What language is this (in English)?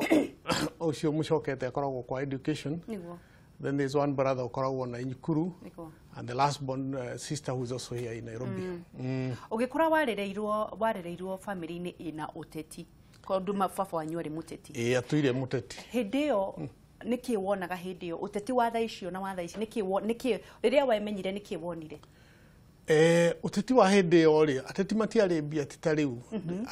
Kikuyu